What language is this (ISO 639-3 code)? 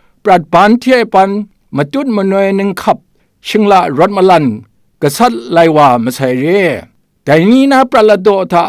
kac